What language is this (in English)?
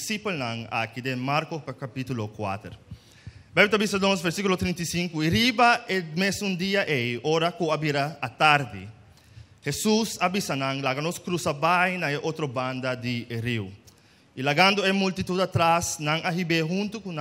Papiamento